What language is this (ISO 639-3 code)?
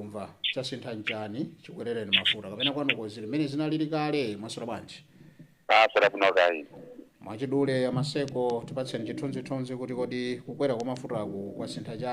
nya